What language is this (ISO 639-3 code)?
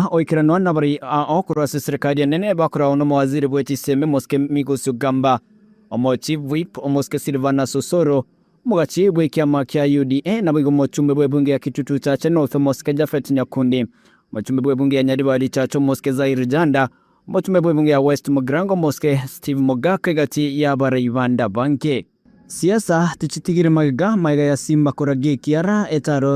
guz